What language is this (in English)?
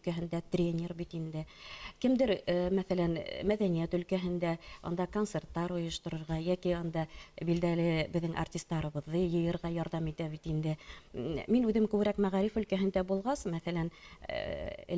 Bashkir